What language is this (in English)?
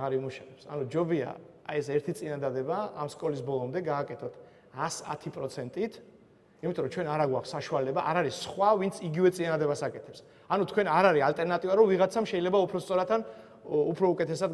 Georgian